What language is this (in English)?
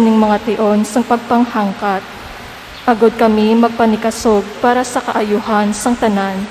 Hiligaynon